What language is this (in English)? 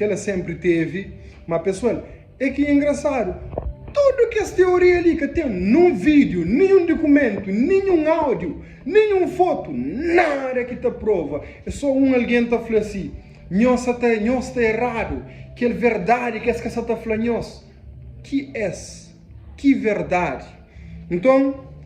Kabuverdianu